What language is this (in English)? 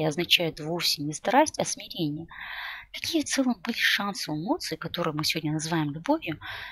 Russian